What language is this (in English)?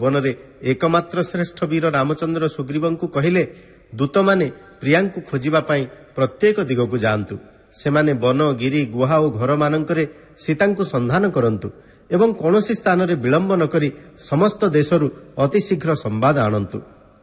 Odia